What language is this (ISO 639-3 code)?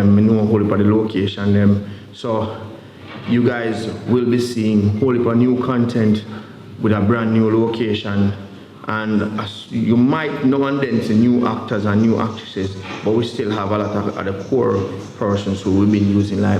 jam